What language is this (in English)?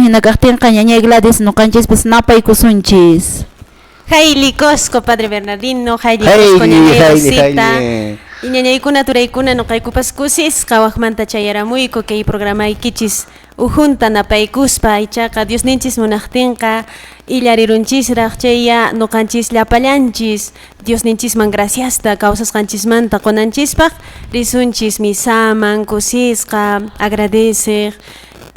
Quechua